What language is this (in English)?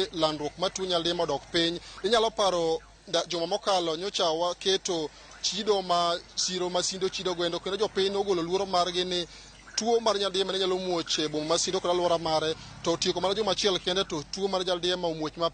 Luo (Kenya and Tanzania)